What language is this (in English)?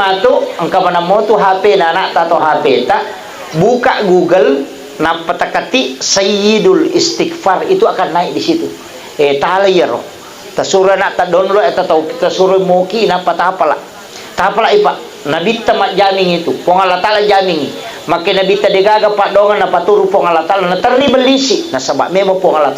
Buginese